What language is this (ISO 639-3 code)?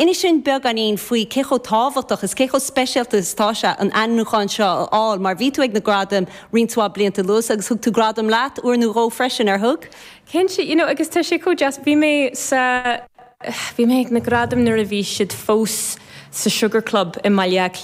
gle